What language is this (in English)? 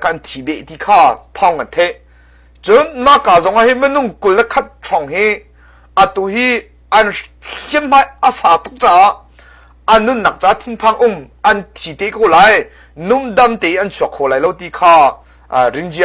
Hakha Chin